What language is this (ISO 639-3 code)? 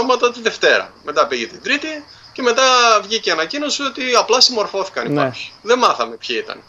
ell